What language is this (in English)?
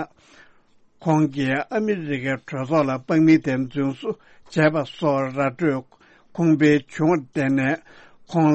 Tibetan